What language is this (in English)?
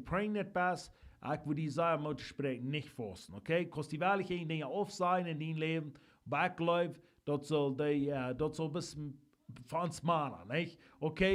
Plautdietsch